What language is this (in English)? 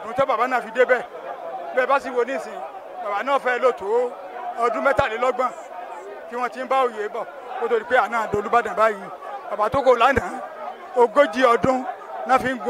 Yoruba